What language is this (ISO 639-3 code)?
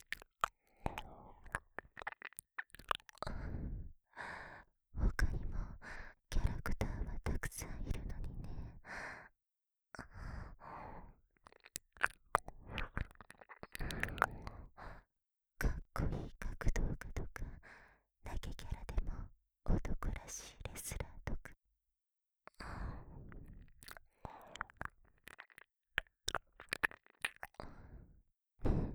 jpn